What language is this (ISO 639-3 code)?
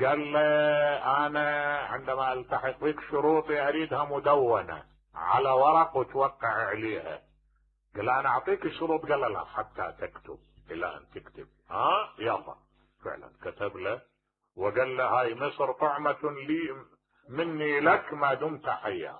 acm